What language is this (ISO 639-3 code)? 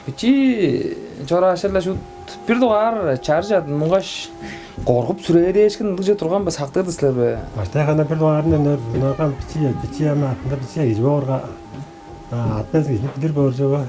tyv